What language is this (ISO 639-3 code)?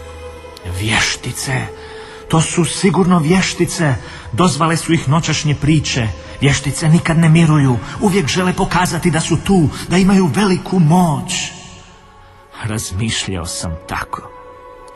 hrv